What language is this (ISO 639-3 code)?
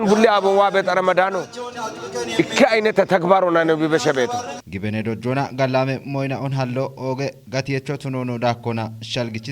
kbr